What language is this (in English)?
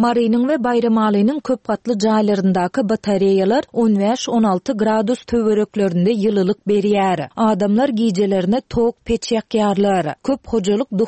Turkmen